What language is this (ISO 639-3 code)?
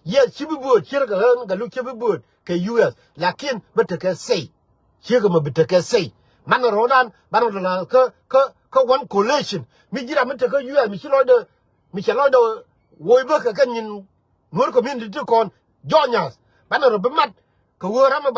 nus